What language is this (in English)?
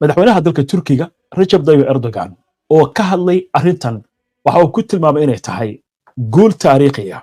Somali